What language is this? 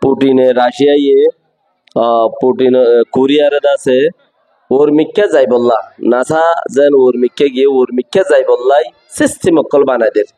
Rohingya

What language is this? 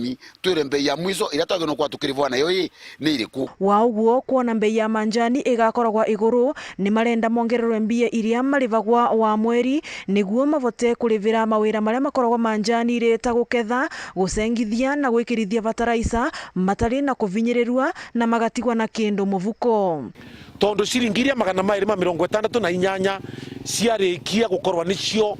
Meru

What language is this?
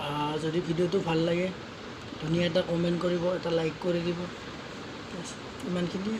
Assamese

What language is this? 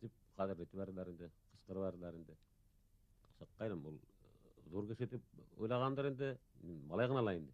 Bashkir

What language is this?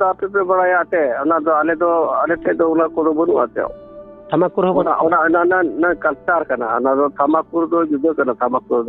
Santali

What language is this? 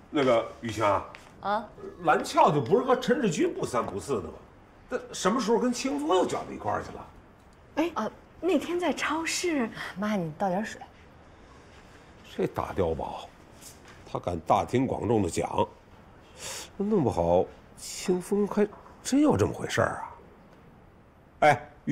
Chinese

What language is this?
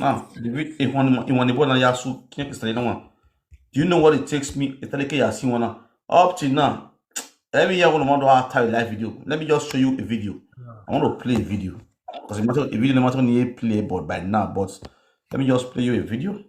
Nigerian Pidgin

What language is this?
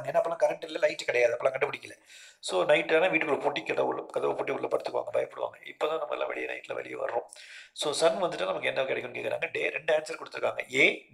Tamil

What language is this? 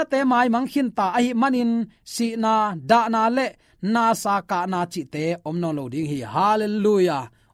Tedim Chin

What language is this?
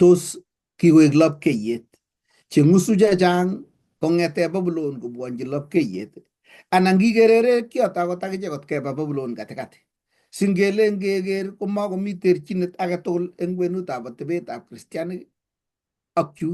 Kalenjin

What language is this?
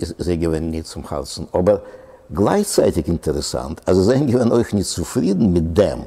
Yiddish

